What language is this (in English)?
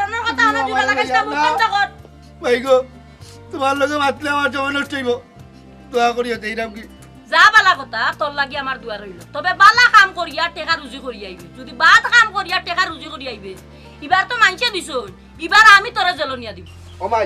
Sylheti